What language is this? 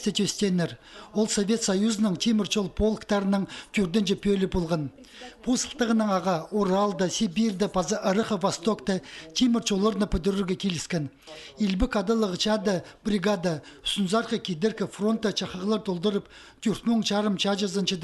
Khakas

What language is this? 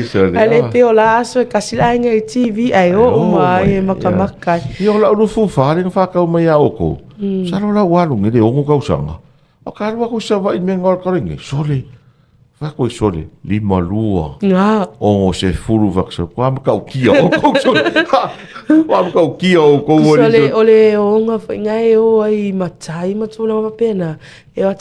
Samoan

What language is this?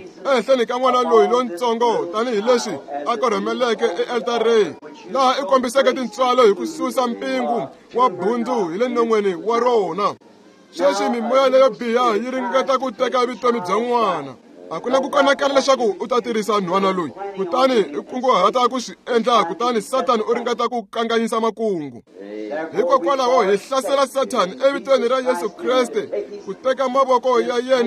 Tsonga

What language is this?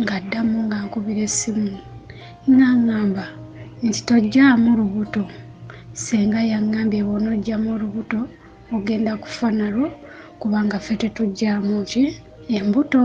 Ganda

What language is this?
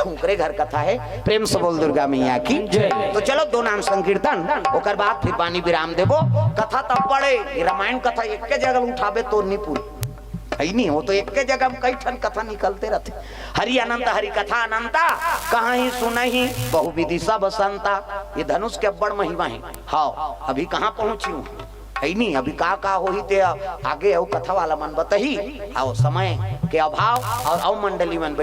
Chhattisgarhi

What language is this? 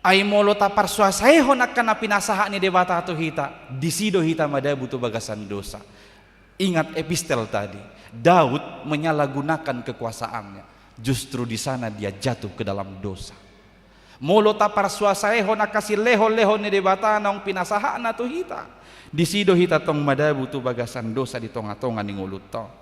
Batak Toba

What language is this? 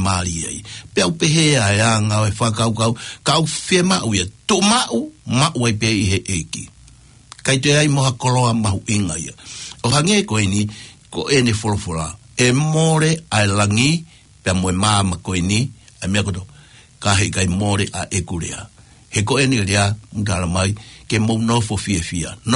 Tongan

